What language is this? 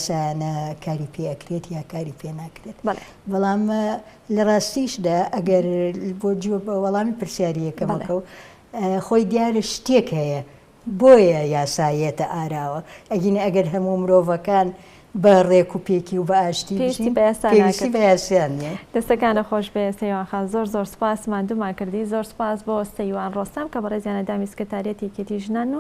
Central Kurdish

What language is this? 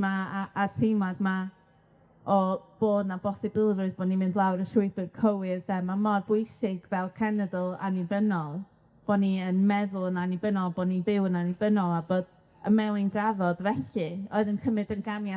Welsh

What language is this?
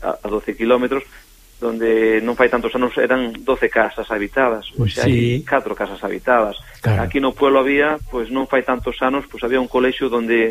Galician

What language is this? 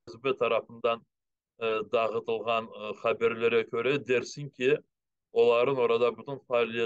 Crimean Tatar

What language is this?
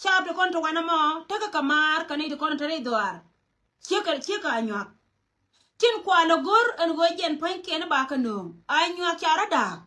Nuer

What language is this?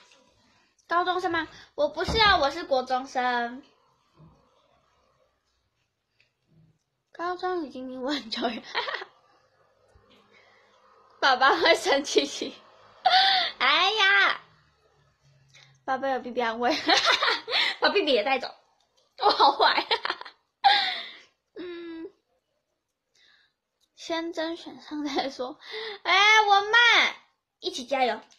Chinese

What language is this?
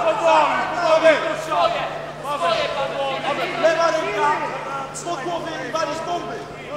Polish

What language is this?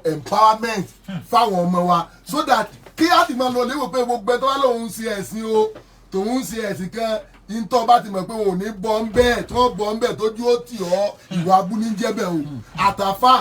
Yoruba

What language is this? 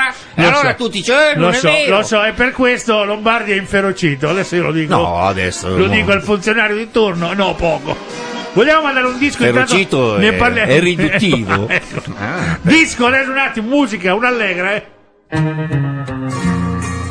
Italian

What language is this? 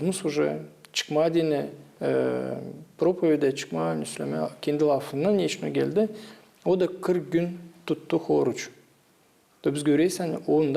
Gagauz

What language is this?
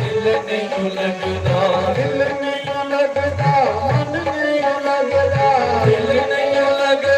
Dogri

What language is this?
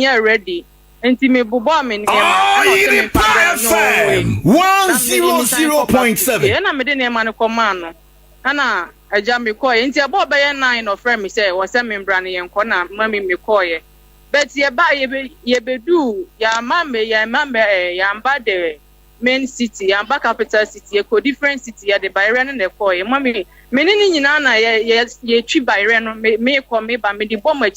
Akan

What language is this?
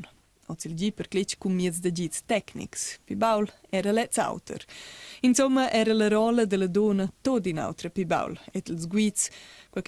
Romansh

